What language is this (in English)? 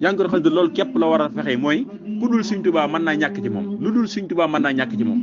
Wolof